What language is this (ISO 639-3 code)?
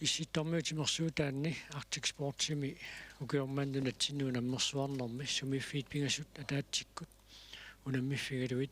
kal